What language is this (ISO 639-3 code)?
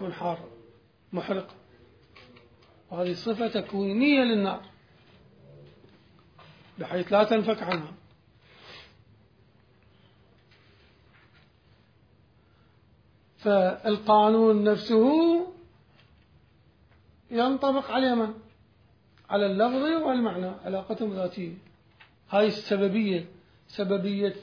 ara